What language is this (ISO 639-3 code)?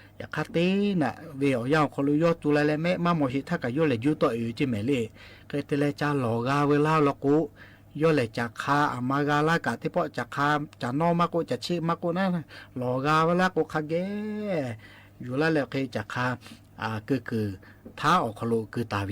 lhu